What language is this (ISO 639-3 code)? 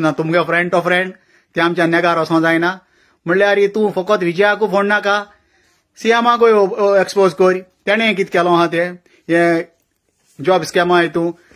kok